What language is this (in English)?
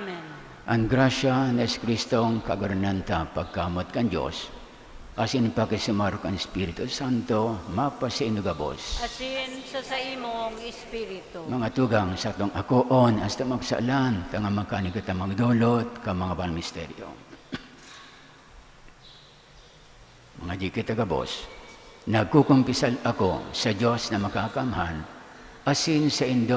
Bikol